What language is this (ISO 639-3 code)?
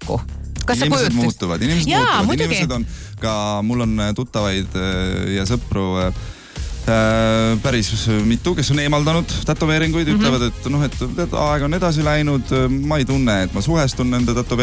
est